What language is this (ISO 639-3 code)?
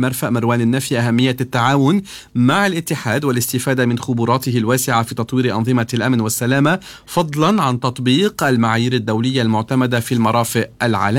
ara